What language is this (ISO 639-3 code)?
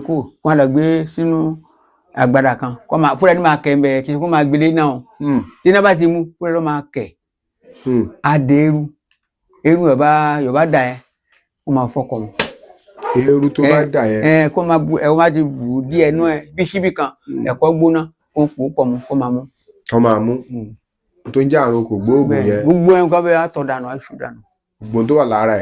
yor